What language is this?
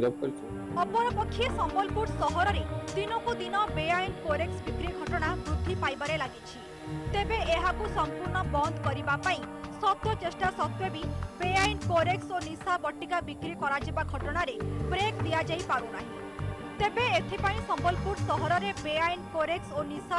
Odia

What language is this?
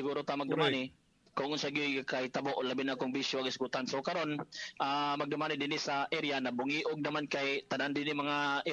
Cebuano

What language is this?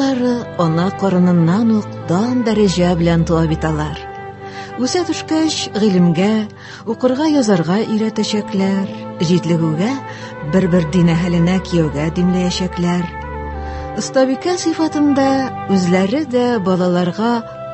Tatar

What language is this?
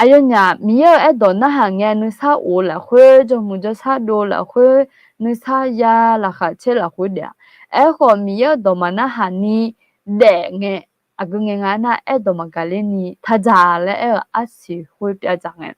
Akha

